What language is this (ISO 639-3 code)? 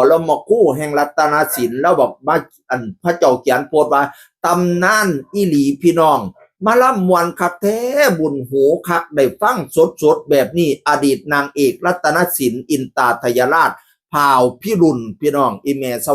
tts